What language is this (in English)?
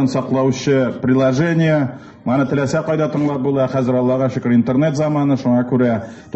Tatar